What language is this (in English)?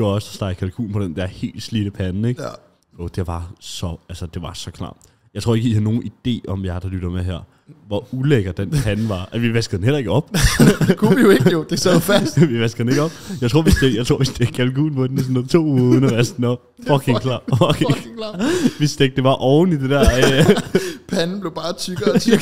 Danish